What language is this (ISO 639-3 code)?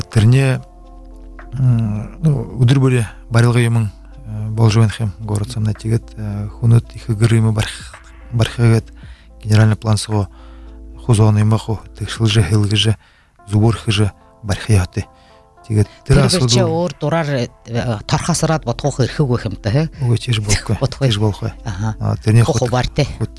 bua